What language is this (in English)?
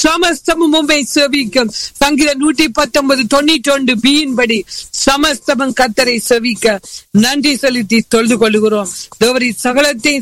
Tamil